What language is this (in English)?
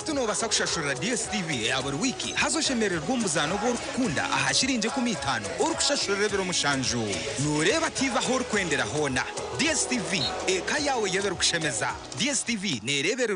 Nyankole